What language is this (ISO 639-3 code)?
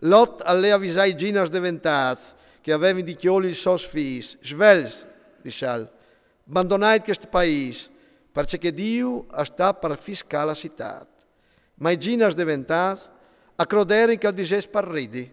fur